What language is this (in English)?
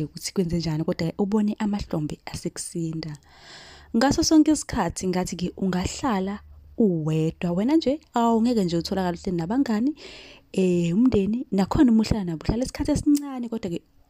Zulu